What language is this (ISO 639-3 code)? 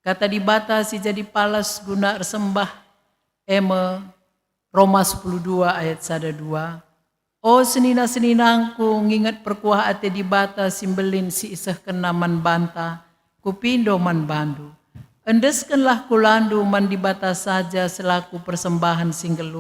btx